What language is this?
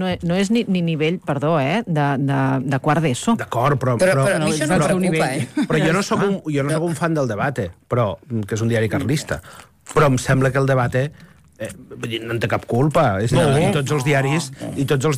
Catalan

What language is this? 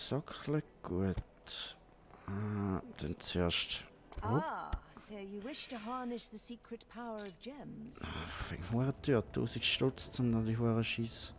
Swiss German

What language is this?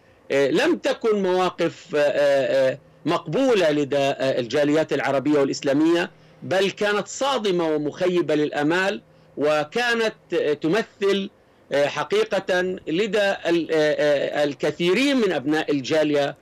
Arabic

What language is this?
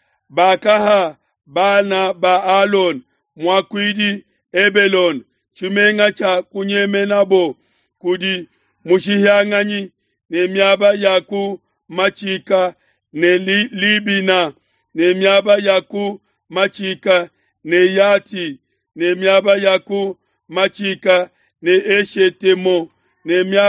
Luba-Lulua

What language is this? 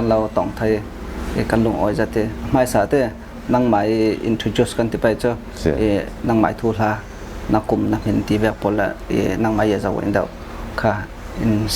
Falam Chin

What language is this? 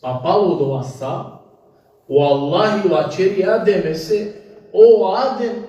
Balkan Romani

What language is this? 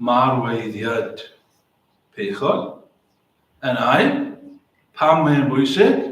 Welsh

